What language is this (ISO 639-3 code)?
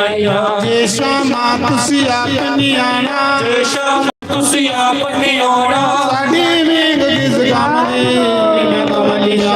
doi